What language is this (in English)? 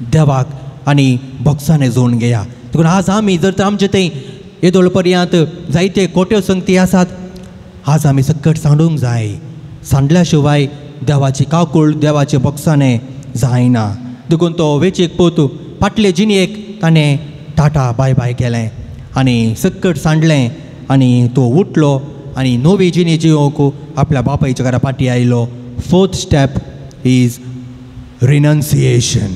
Konkani